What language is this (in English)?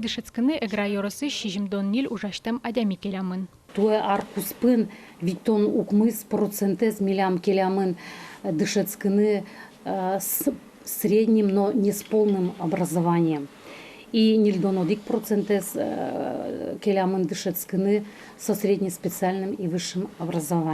Udmurt